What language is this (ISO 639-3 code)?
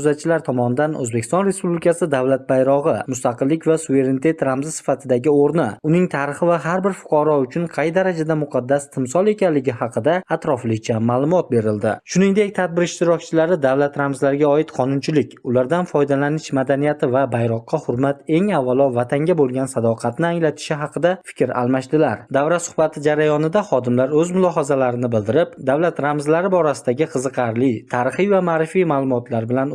uzb